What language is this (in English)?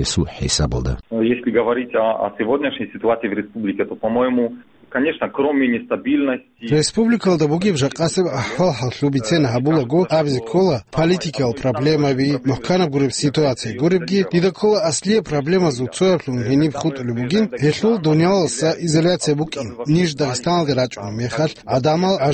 Avaric